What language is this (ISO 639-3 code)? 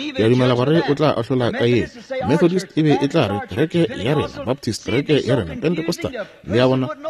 nso